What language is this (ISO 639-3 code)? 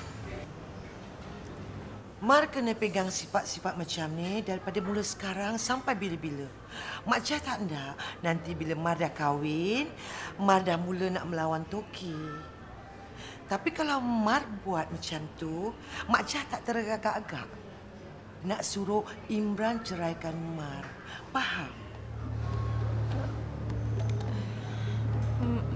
msa